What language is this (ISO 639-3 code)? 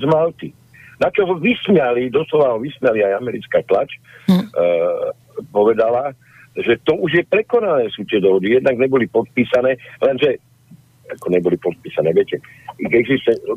slk